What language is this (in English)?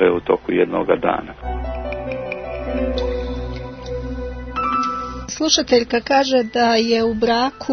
Croatian